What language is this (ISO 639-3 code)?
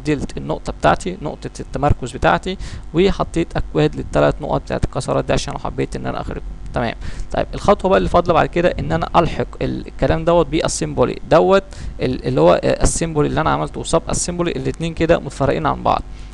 arz